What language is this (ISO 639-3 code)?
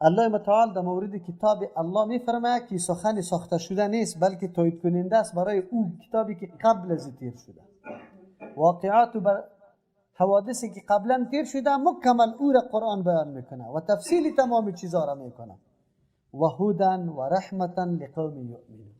fas